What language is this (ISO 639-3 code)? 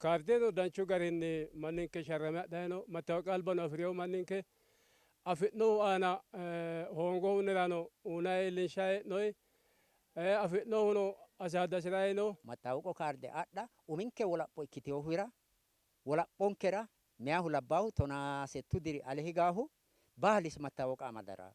sid